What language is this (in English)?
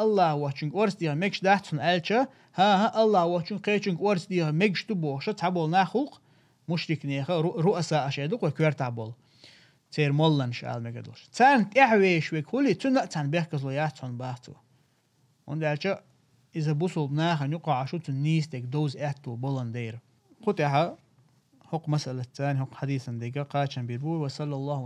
Chechen